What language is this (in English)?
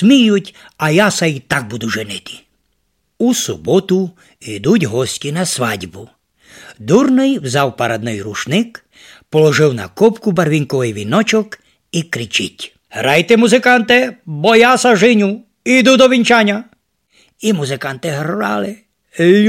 Rusyn